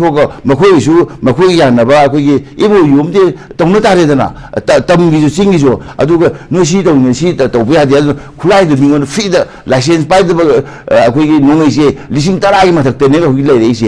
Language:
Manipuri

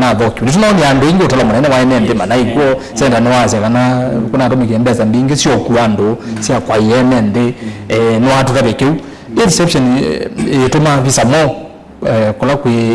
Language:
Kamba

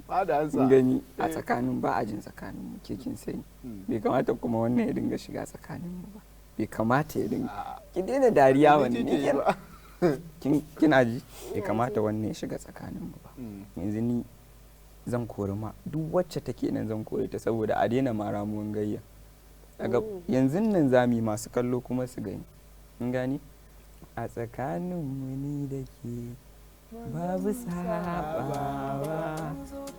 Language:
Hausa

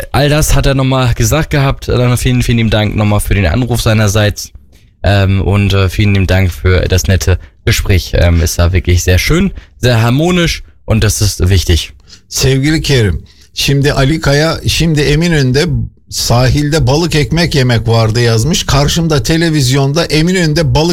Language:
Turkish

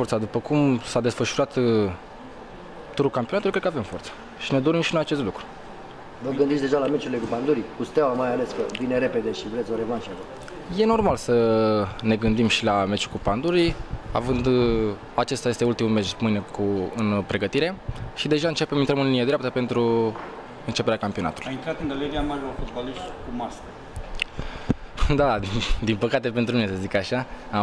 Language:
Romanian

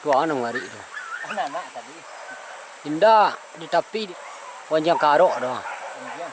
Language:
Minangkabau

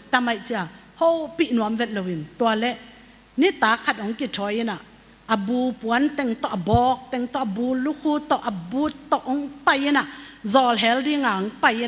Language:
Tedim Chin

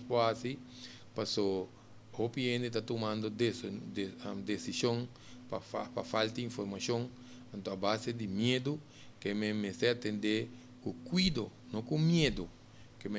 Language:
Papiamento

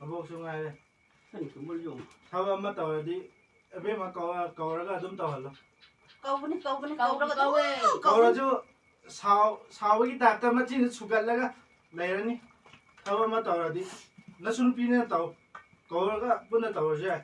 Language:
Manipuri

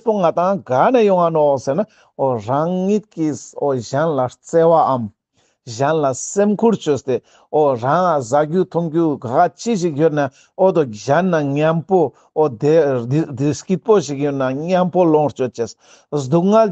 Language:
Ladakhi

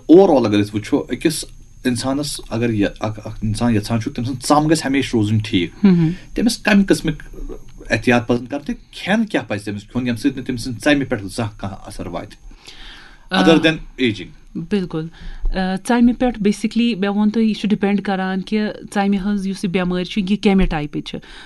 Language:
Kashmiri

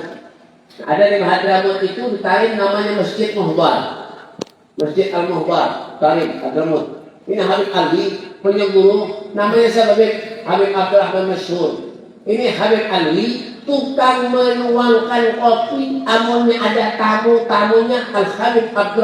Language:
Banjar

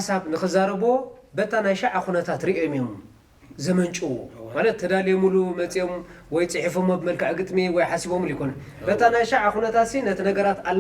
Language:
Tigrinya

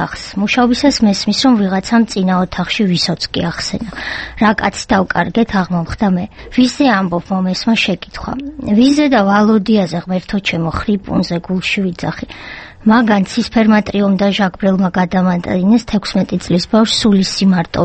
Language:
Georgian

